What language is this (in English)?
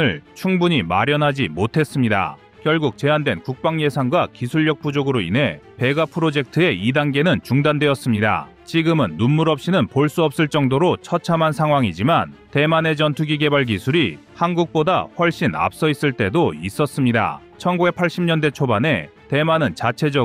Korean